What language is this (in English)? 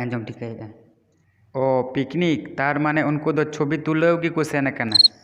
Santali